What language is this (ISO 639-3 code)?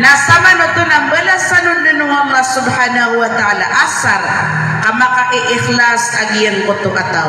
mrw